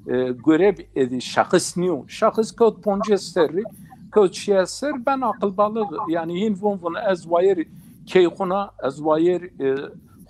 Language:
Zaza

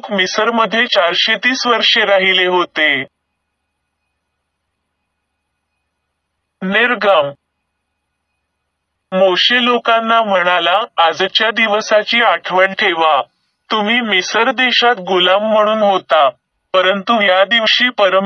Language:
Marathi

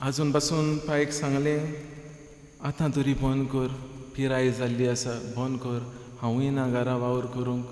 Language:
Konkani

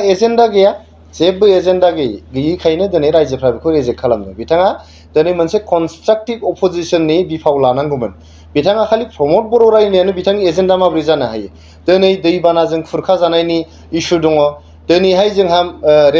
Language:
Bodo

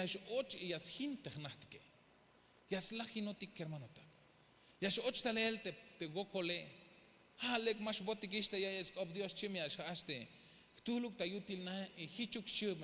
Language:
Tzeltal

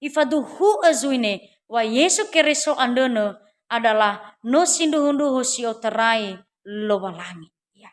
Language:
Nias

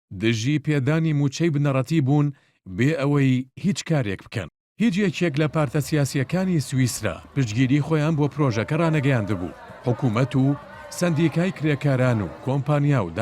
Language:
Central Kurdish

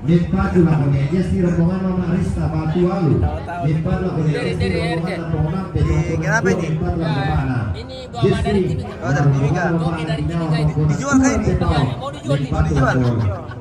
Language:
Toraja-Sa'dan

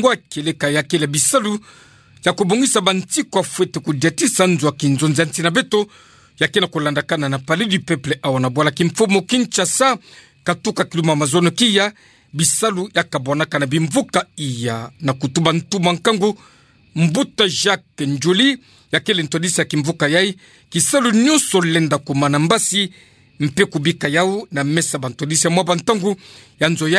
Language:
Kituba (Democratic Republic of Congo)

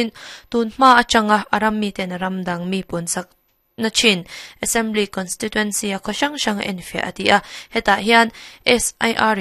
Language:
Mizo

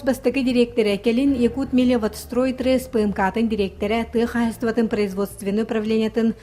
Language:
Yakut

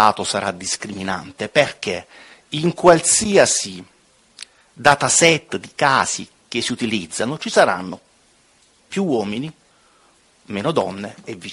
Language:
Italian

